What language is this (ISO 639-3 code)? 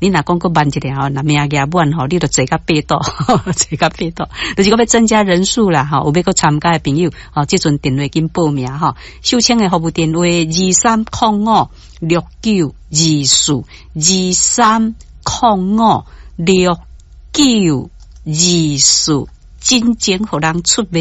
nan